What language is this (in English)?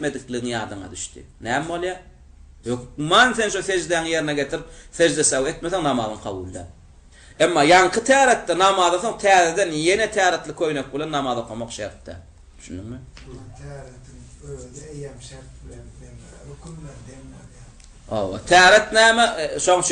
Turkmen